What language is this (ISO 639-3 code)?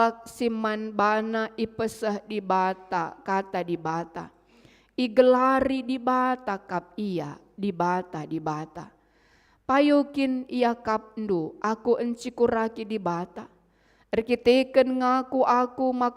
btx